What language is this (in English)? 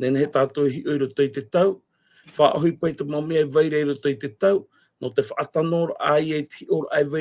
Tahitian